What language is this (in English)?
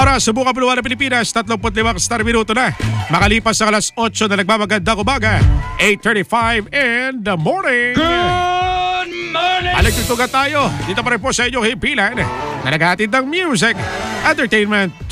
Filipino